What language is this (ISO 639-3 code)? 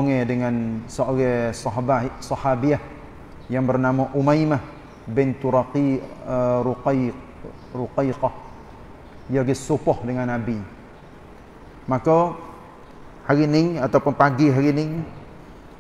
msa